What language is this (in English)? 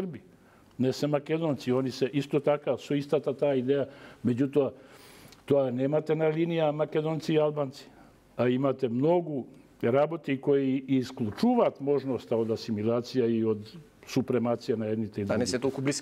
Macedonian